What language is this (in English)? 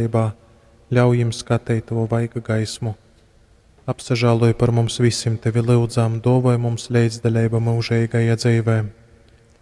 Latgalian